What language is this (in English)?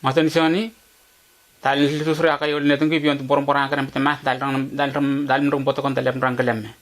Letemboi